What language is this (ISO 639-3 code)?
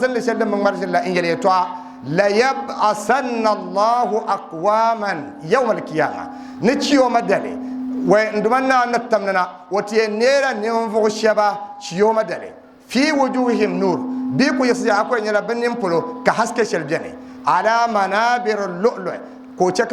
dag